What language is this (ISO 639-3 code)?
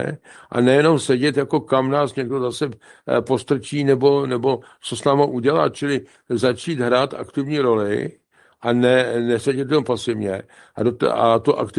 ces